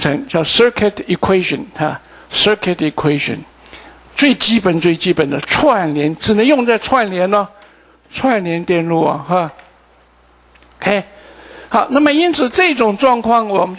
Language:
Chinese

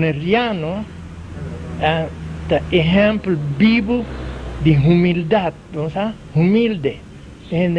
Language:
Papiamento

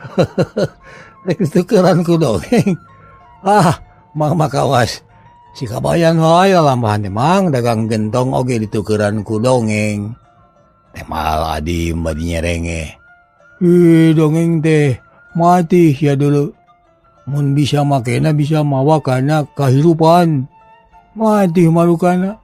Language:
Sundanese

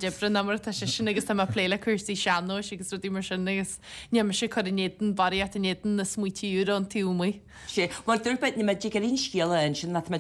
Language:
Irish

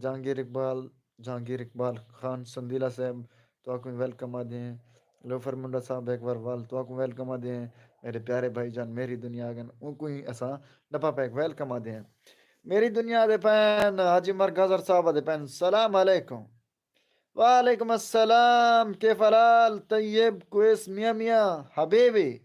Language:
Saraiki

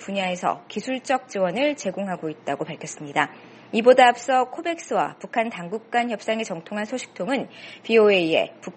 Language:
Korean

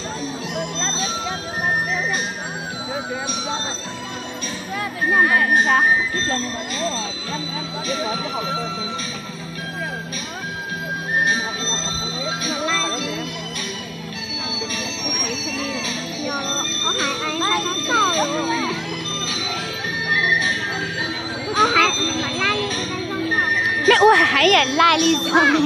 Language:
Hmong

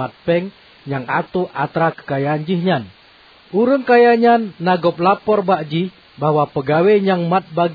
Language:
Achinese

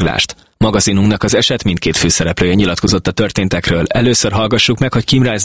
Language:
Hungarian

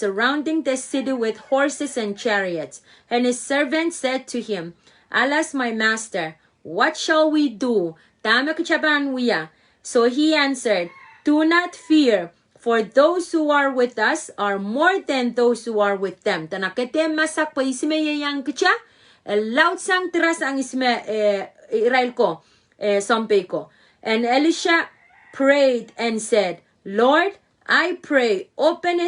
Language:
Pohnpeian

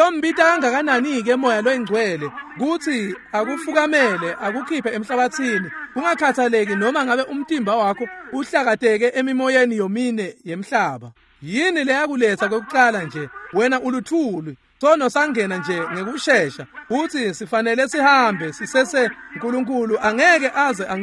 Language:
Swati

